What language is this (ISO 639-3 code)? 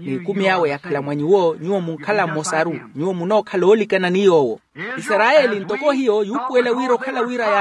vmw